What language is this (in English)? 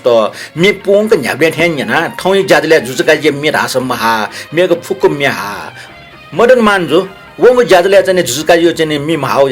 Newari